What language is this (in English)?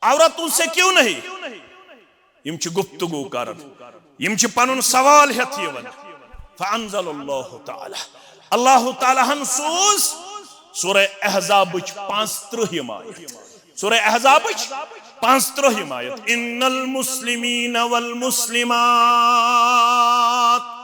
Kashmiri